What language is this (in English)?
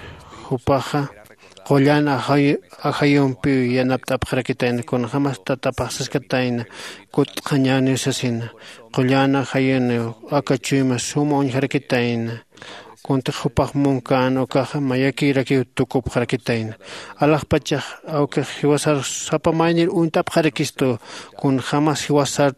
Aymara